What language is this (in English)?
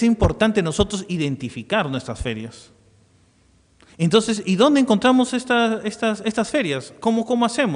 Spanish